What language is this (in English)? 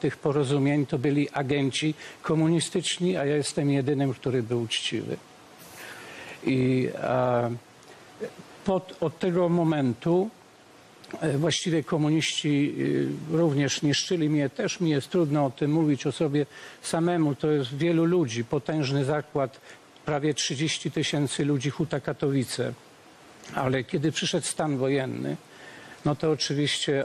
Polish